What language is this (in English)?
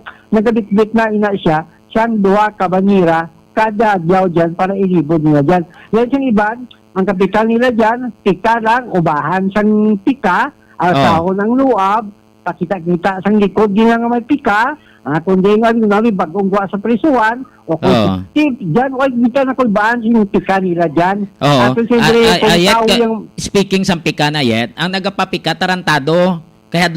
Hiligaynon